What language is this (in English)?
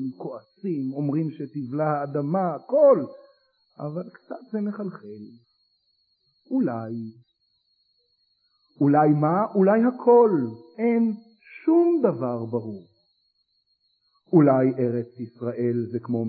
Hebrew